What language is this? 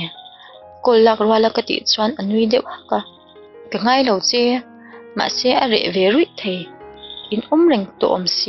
Mizo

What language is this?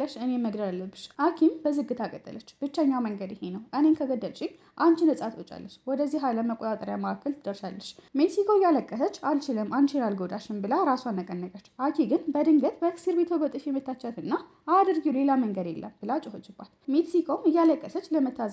Amharic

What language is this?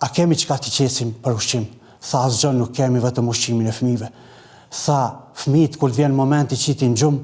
Albanian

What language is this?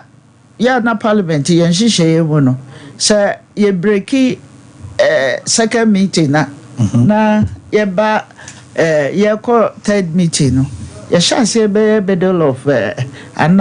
Akan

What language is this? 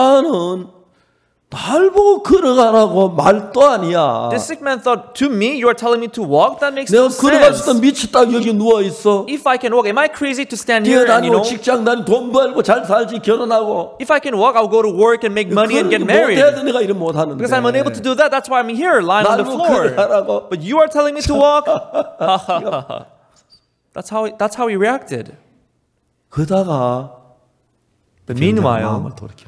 Korean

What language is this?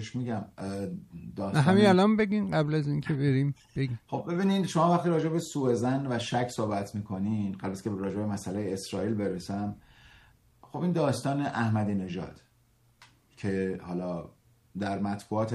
Persian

